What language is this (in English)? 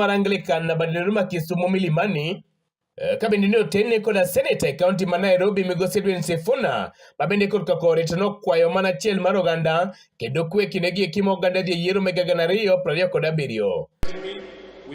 Luo (Kenya and Tanzania)